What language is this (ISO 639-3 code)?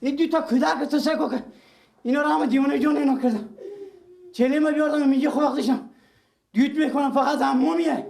fas